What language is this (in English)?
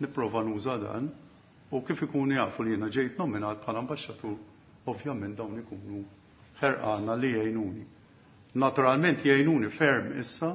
Maltese